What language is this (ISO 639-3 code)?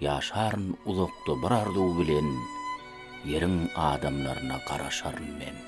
tuk